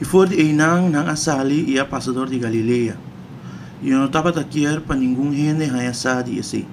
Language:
Papiamento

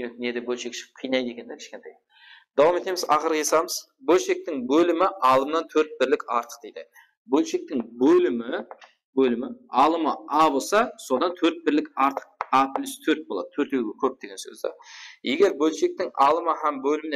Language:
Kara-Kalpak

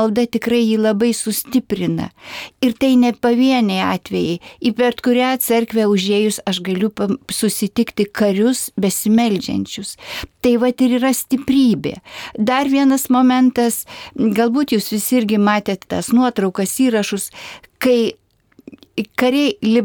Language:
Lithuanian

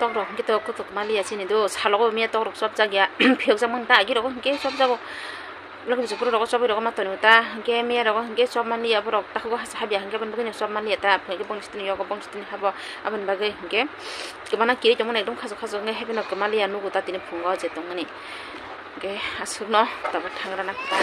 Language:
Kok Borok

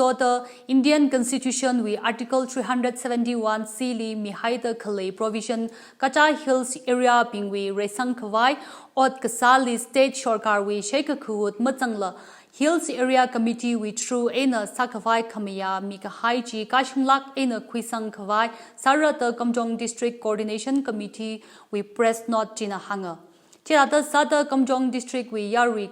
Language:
Tangkhul Naga (India)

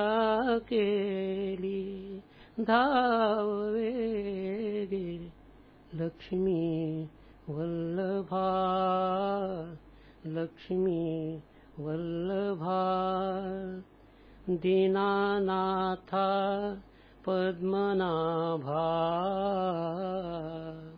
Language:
Marathi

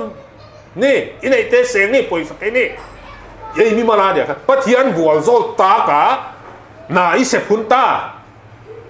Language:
Paite Chin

